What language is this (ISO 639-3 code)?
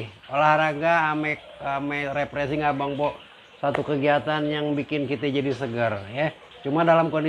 bew